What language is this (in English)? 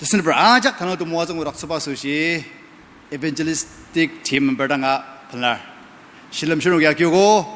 Ao Naga